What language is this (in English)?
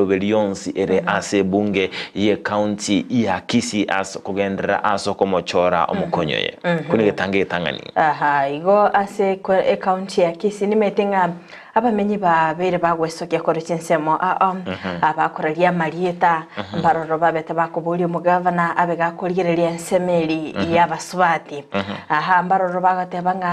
Gusii